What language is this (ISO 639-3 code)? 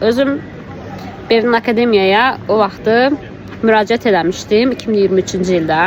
aze